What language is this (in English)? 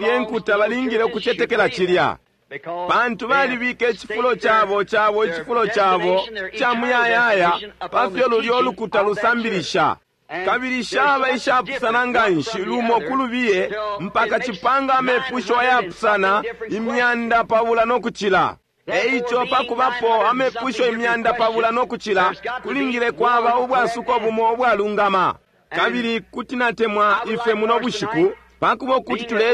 Bemba